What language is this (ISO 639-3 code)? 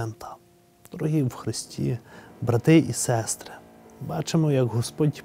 ukr